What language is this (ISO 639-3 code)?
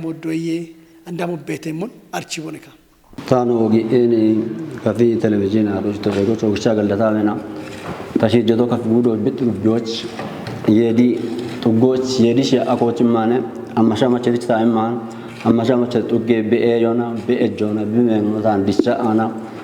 kbr